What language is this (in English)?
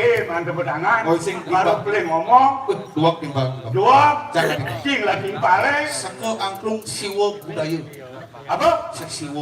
Balinese